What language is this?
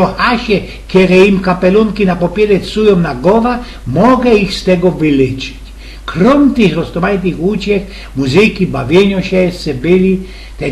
Silesian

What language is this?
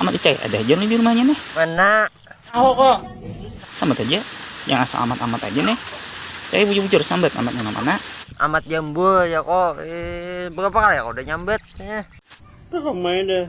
Banjar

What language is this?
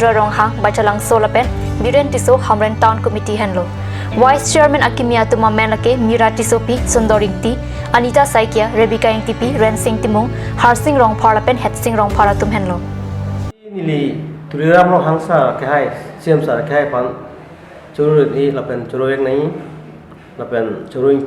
Karbi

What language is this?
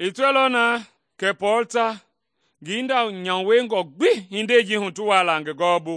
Mende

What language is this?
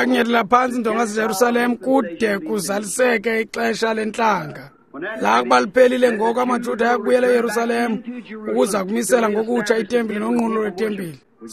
Xhosa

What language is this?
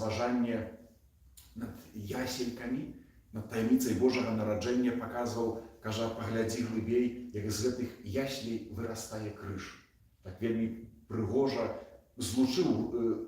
Belarusian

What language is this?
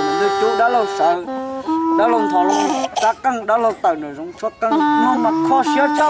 Hmong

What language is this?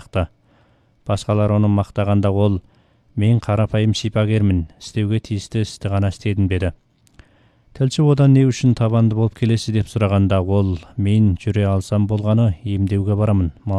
Kazakh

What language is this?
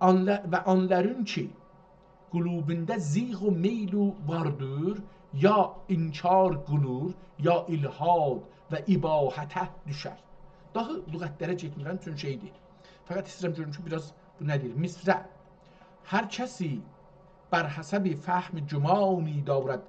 South Azerbaijani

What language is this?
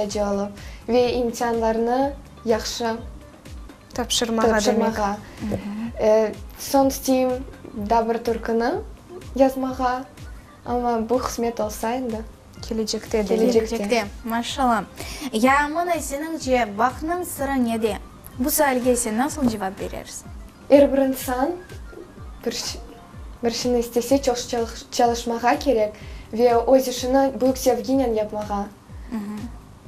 Crimean Tatar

